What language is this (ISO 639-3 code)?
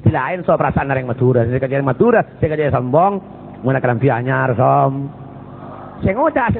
mad